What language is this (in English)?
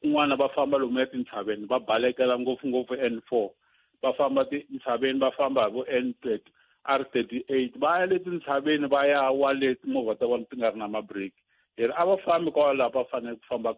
Tsonga